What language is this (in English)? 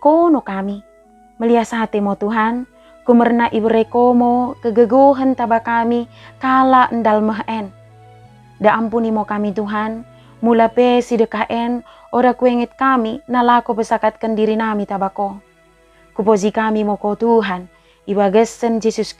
Batak Dairi